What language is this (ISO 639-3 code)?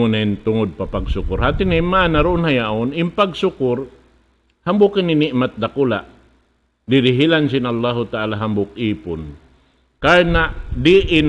tsg